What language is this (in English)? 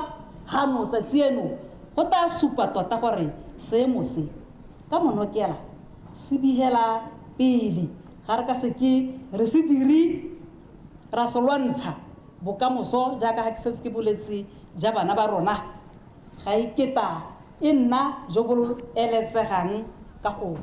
Tswana